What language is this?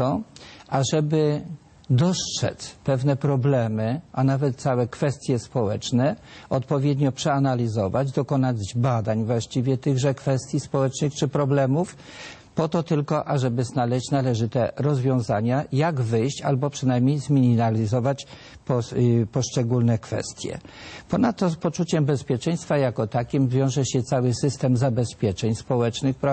Polish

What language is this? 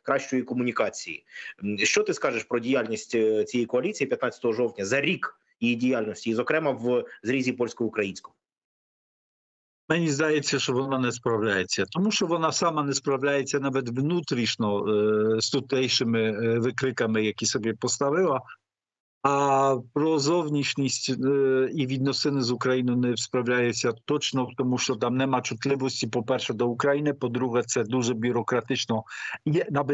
Ukrainian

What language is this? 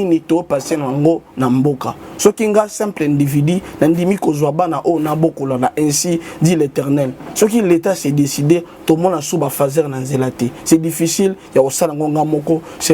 Lingala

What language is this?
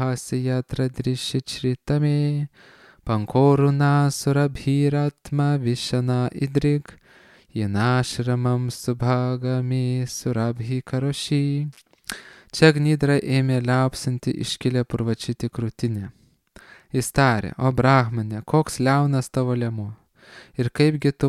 Lithuanian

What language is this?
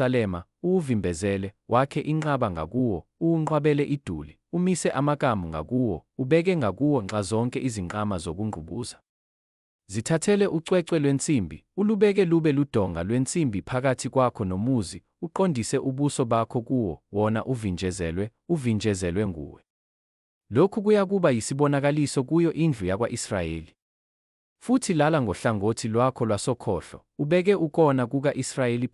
Zulu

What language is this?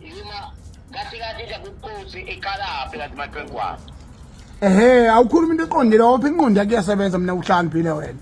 Zulu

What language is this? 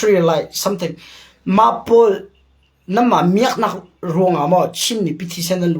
Hakha Chin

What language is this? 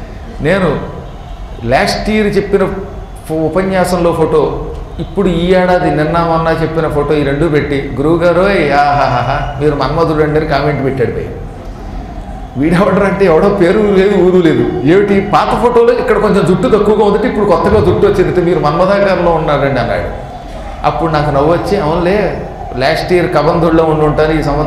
Telugu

